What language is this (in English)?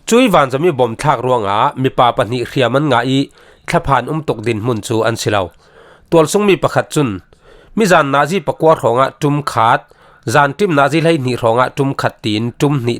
Falam Chin